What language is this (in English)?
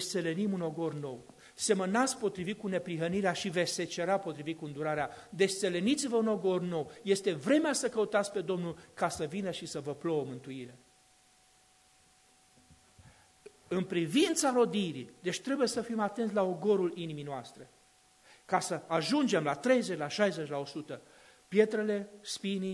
Romanian